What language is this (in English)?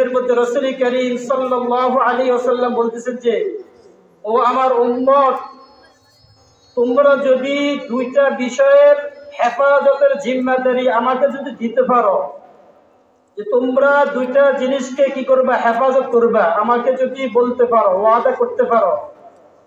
Bangla